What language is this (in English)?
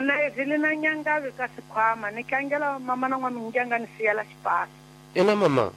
Tsonga